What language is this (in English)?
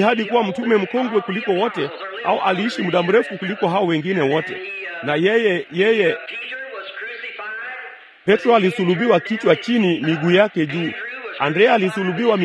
Swahili